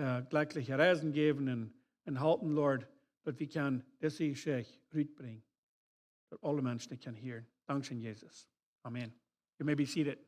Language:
Plautdietsch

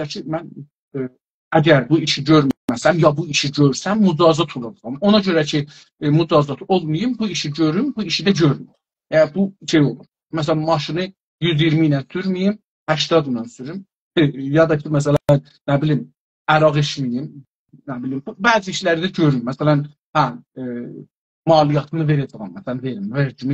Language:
South Azerbaijani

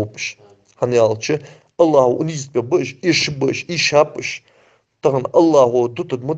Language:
Ingush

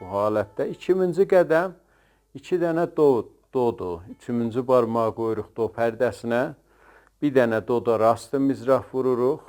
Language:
South Azerbaijani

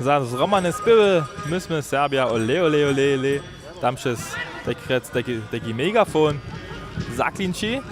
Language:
Upper Sorbian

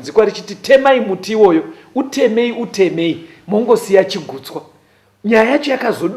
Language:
Shona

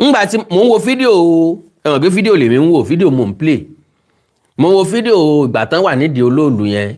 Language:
Yoruba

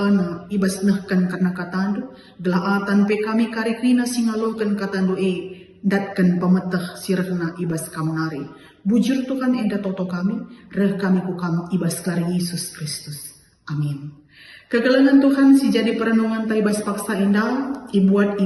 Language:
Batak Karo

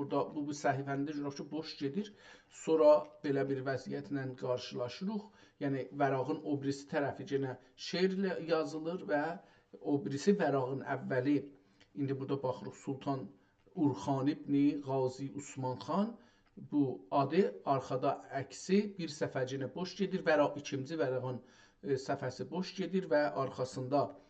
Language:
South Azerbaijani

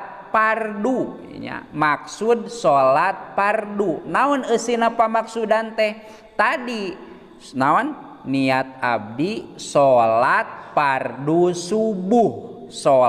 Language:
Sundanese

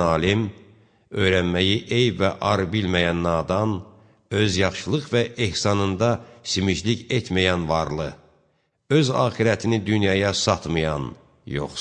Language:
Azerbaijani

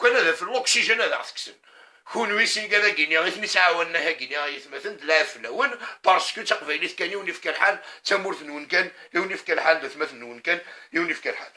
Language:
Kabyle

